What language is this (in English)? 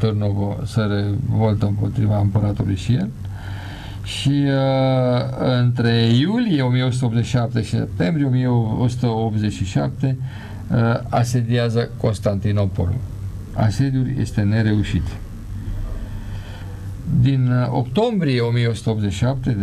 Romanian